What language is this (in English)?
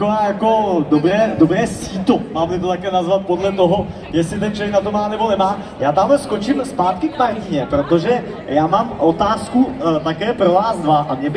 Czech